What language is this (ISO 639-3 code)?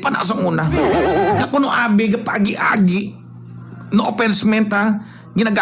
hil